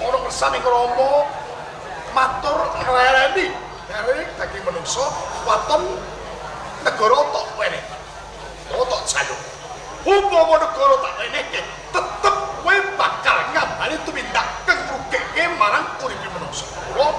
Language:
Javanese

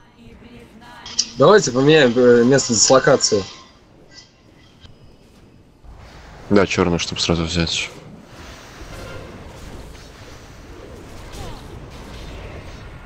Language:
Russian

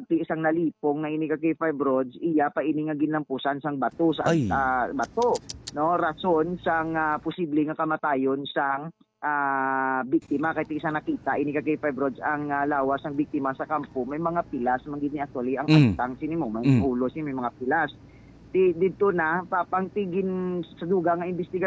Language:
Hiligaynon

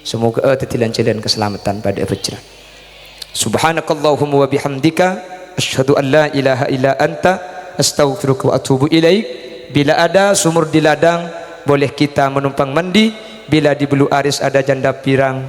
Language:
Madurese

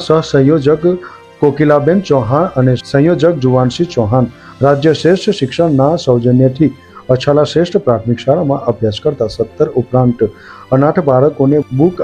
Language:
Gujarati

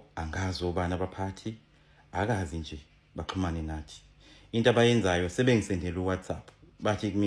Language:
Zulu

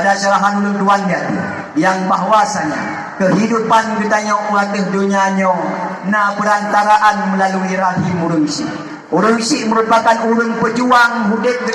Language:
Achinese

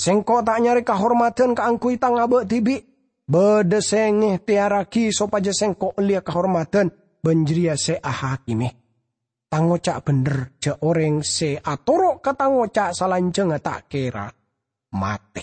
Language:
Madurese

